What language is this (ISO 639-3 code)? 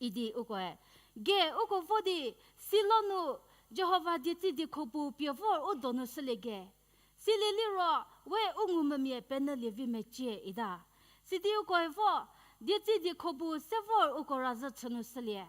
njm